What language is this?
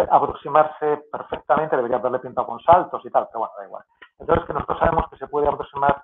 Spanish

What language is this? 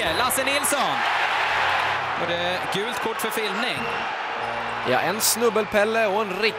Swedish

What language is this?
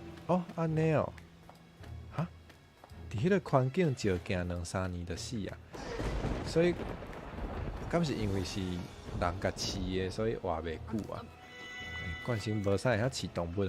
Min Nan Chinese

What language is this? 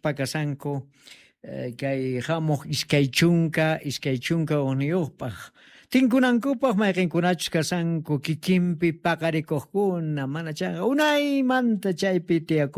South Bolivian Quechua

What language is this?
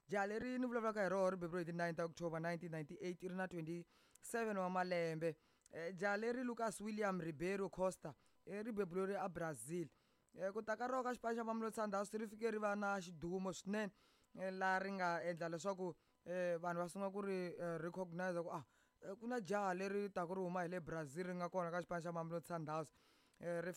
Tsonga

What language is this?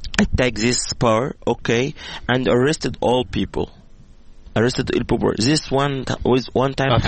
Georgian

